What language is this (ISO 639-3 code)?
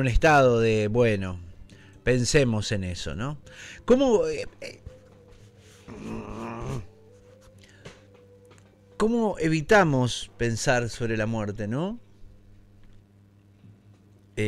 spa